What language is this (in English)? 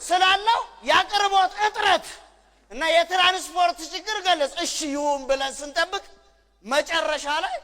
Amharic